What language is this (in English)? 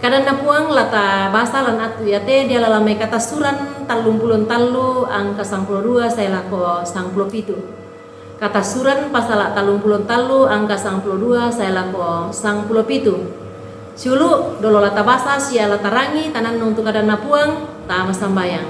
Toraja-Sa'dan